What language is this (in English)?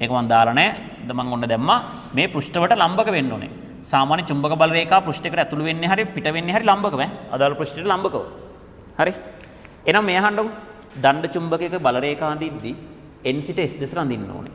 Sinhala